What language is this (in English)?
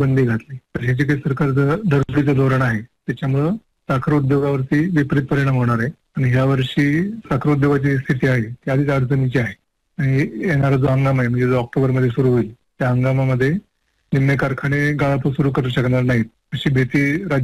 Marathi